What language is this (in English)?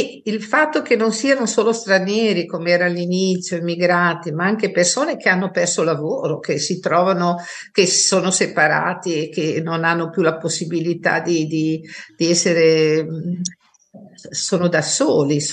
Italian